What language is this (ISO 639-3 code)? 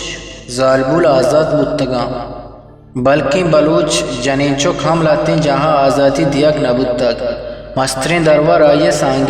bgp